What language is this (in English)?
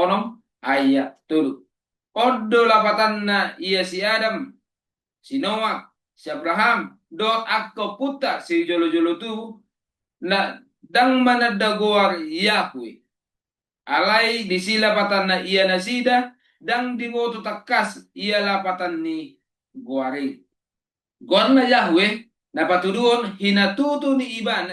Batak Toba